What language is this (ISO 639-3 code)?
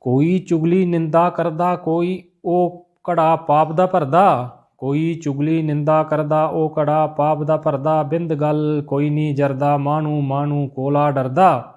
doi